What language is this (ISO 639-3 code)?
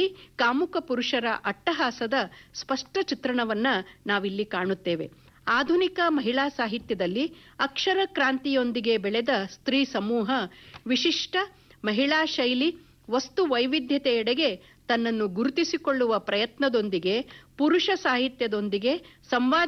kan